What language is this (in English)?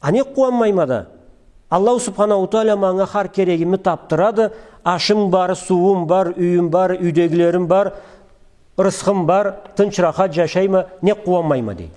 Karachay-Balkar